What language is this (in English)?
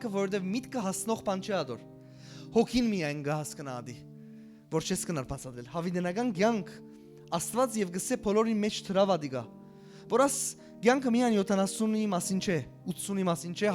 Western Armenian